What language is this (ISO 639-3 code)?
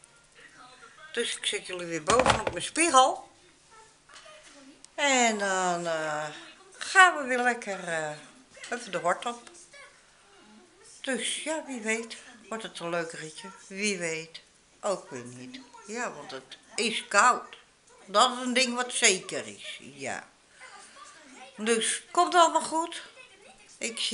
nld